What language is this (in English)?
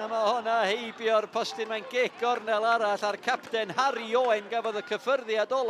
Welsh